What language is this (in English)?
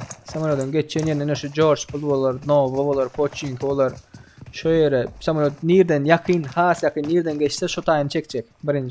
Turkmen